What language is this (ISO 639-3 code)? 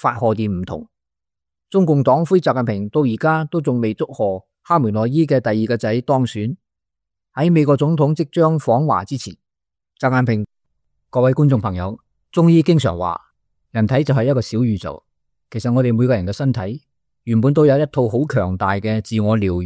yue